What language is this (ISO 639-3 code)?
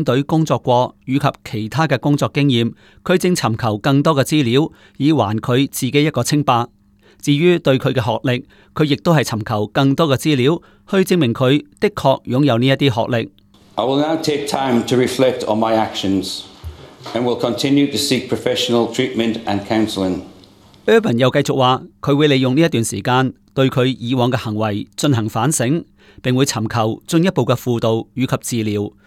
yue